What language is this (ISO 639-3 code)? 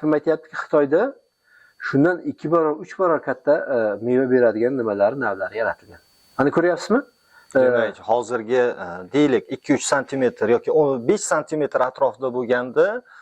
uzb